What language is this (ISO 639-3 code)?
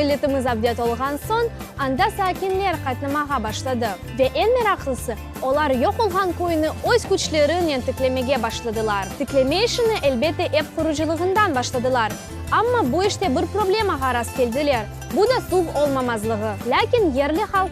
crh